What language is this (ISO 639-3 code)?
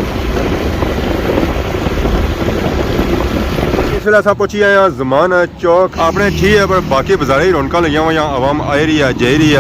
phr